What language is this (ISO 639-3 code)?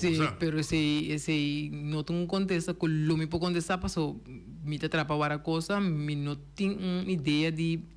pap